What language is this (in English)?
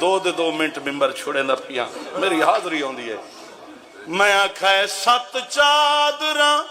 Saraiki